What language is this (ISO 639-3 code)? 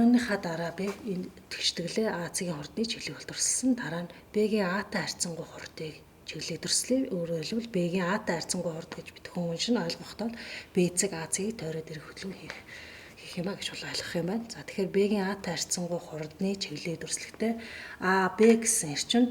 mon